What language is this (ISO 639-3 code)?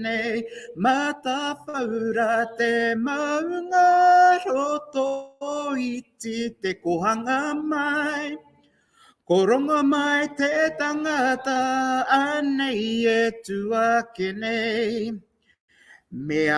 mri